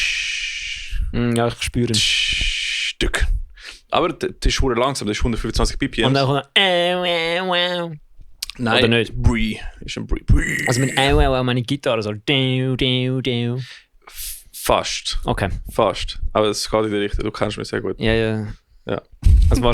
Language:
Swiss German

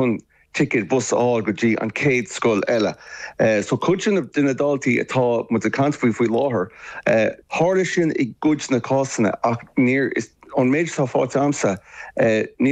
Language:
Irish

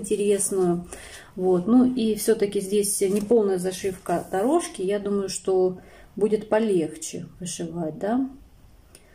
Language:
Russian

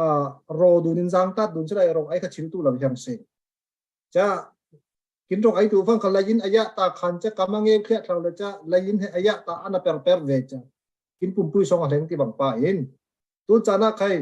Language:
Falam Chin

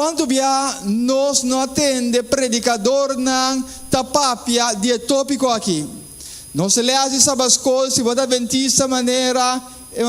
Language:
Papiamento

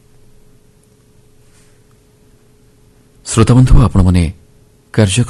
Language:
Odia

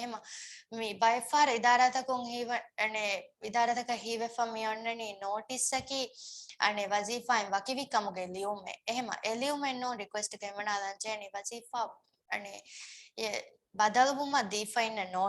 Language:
Divehi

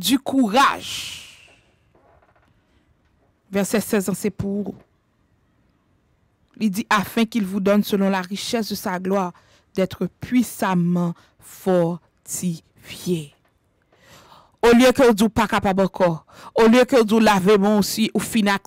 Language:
French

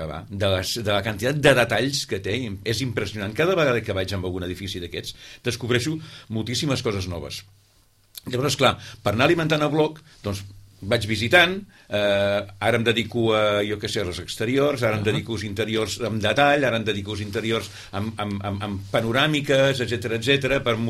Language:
Catalan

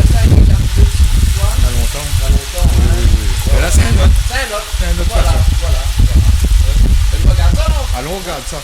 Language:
Réunion Creole French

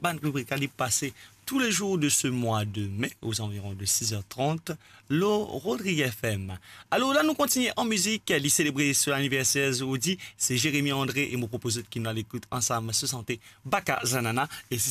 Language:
Morisyen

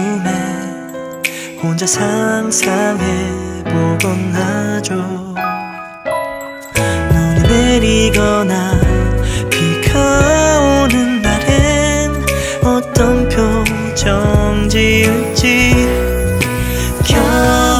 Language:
Korean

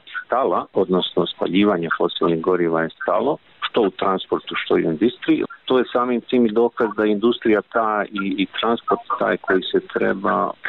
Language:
Serbian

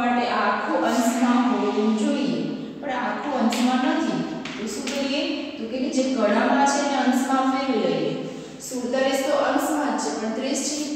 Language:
Gujarati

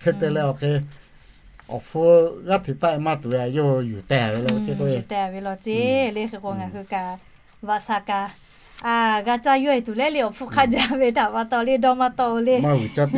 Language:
Lahu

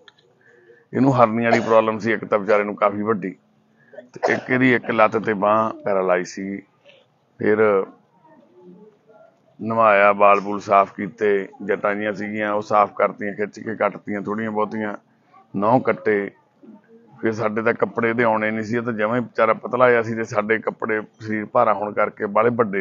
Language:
Punjabi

